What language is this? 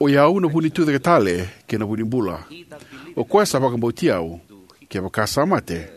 Fijian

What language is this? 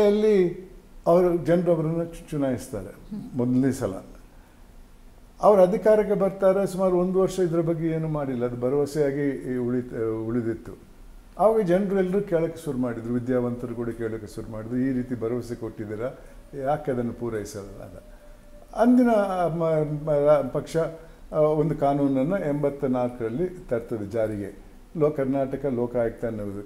Kannada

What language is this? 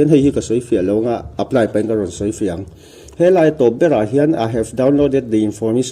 Mizo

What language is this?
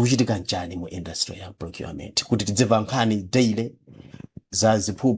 Nyanja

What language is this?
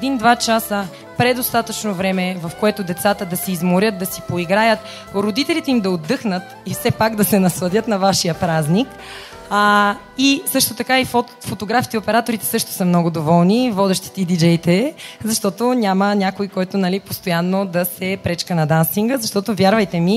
Bulgarian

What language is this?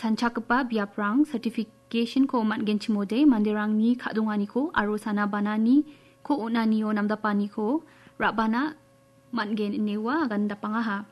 Garo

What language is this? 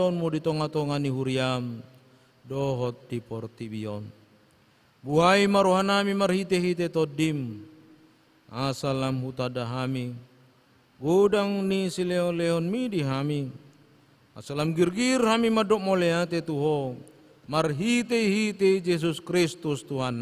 Batak Toba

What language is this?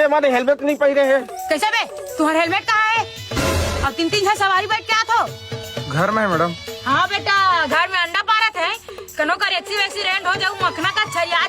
Chhattisgarhi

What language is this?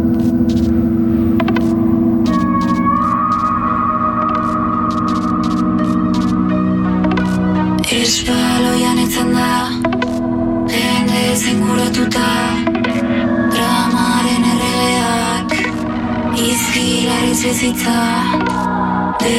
Basque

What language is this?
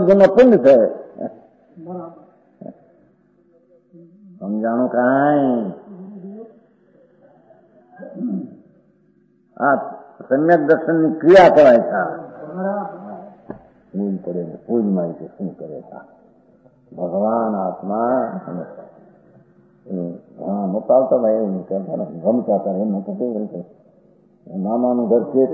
Gujarati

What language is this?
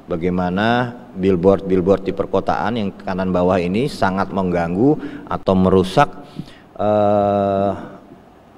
Indonesian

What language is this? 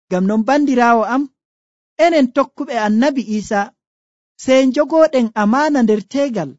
Nigerian Fulfulde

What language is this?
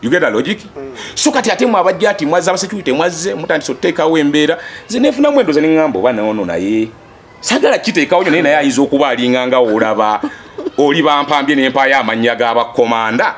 Ganda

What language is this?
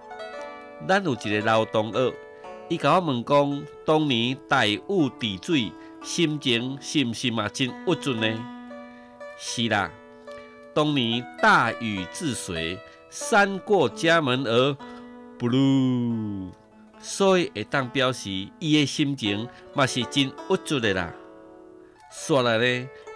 Min Nan Chinese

